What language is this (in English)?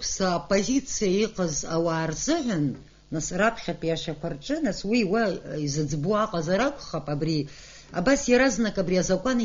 Abkhazian